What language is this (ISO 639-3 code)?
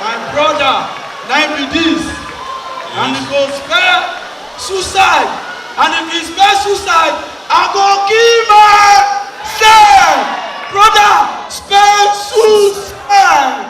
pcm